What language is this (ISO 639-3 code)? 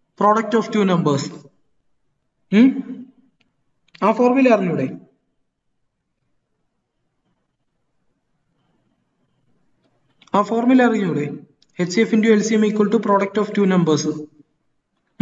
mal